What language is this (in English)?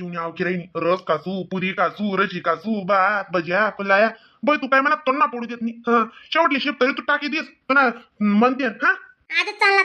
Khandesi